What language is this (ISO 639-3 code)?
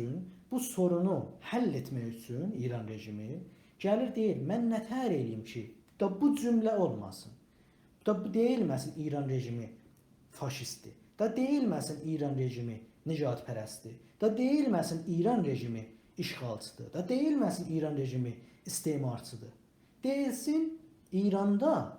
azb